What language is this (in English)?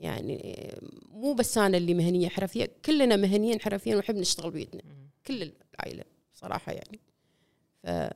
Gulf Arabic